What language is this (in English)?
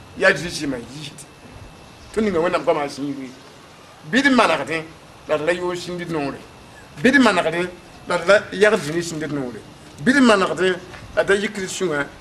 Mossi